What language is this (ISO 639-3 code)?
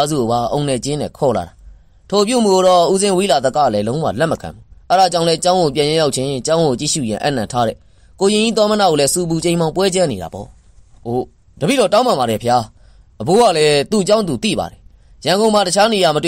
mya